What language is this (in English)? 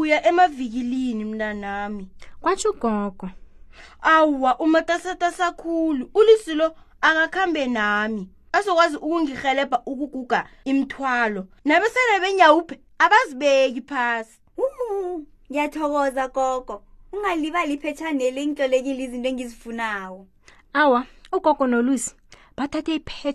South Ndebele